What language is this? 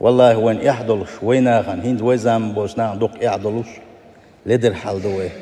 Chechen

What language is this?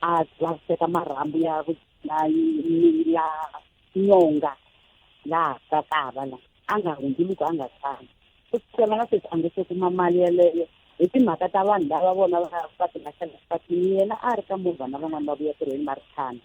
Tsonga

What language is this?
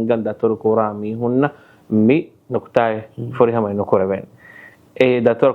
Divehi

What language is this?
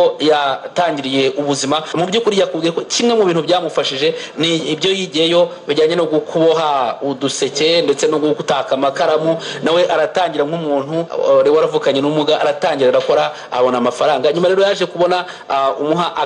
Kinyarwanda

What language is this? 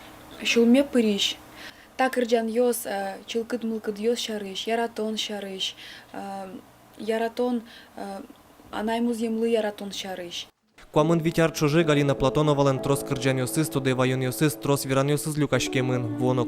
Udmurt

